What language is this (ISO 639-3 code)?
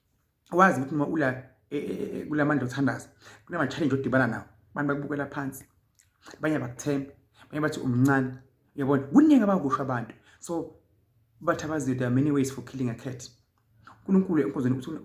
zul